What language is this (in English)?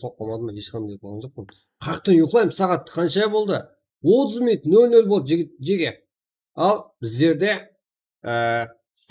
Kara-Kalpak